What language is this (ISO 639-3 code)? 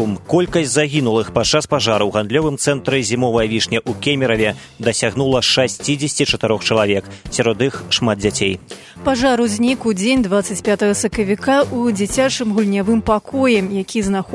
bel